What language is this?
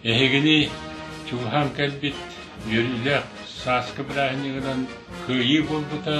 Yakut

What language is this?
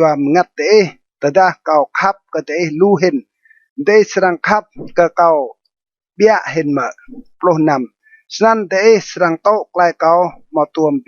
Rade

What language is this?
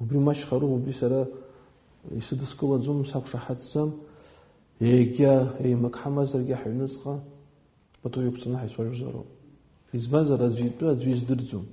Abkhazian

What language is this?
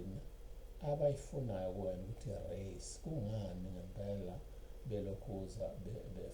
Zulu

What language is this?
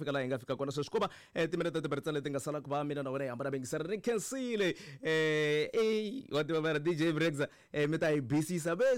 Tsonga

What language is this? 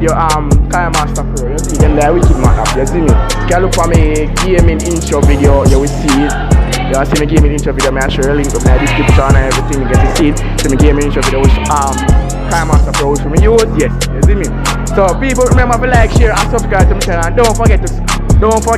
Jamaican Creole English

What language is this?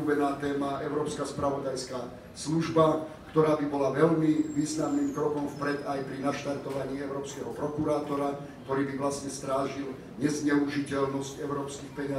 Slovak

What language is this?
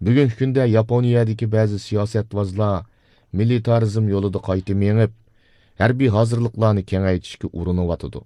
Uyghur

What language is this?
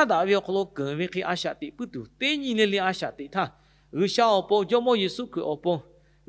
Lahu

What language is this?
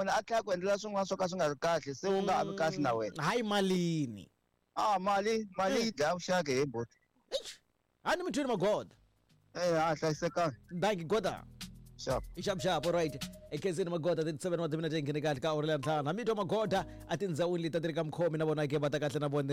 Tsonga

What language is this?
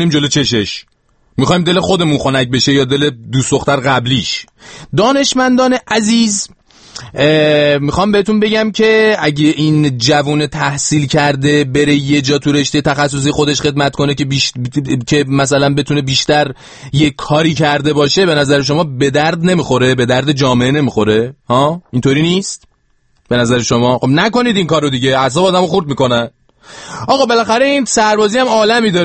Persian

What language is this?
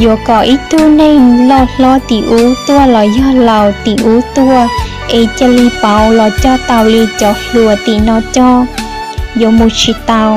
Hmong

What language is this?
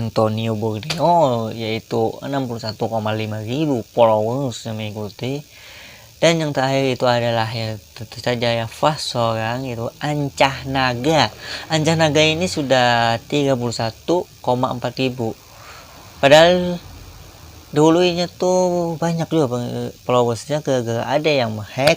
Banjar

